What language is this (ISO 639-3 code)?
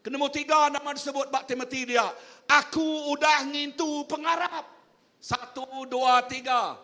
iba